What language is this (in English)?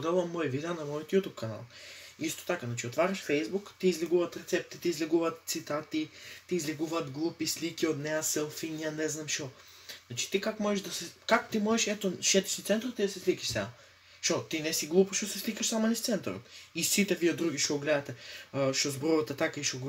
Macedonian